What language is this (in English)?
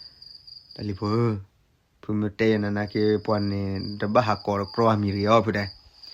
S'gaw Karen